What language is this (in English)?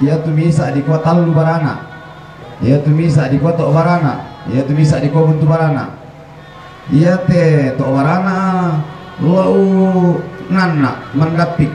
Toraja-Sa'dan